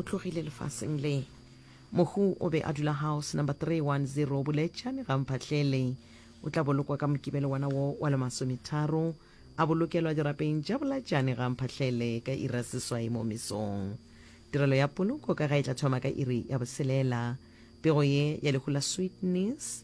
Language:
Northern Sotho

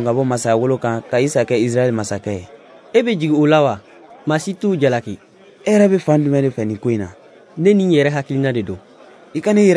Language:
Bambara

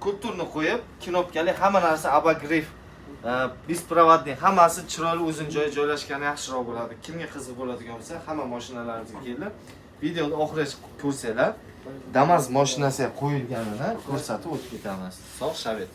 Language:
Uzbek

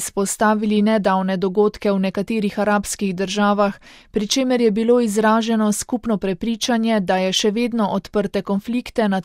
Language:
Slovenian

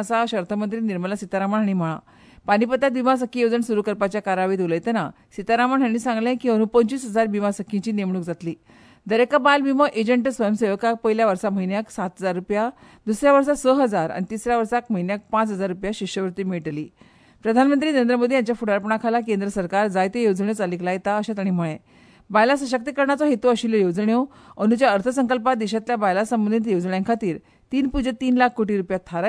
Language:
Konkani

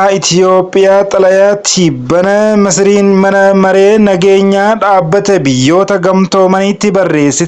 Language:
Oromo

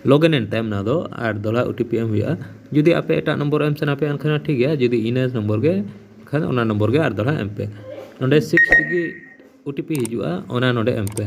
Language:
Santali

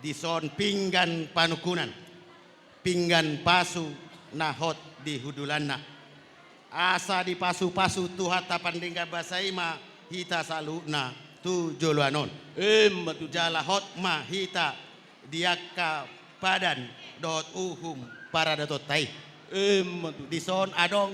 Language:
Batak Toba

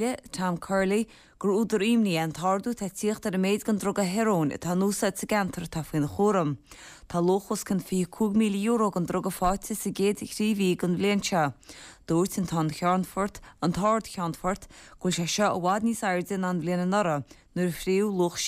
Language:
Irish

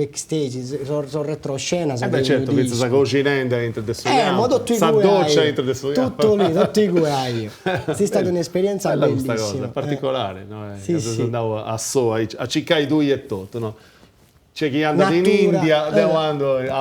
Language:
Sardinian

